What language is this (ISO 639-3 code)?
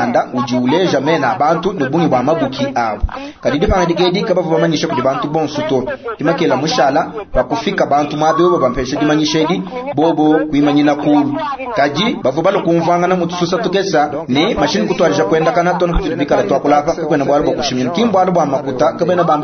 lua